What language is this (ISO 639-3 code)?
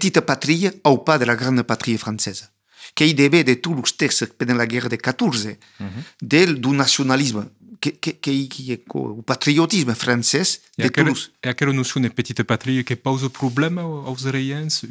oci